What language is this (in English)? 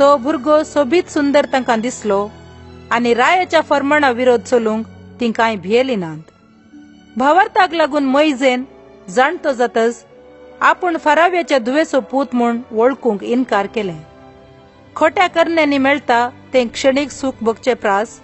Konkani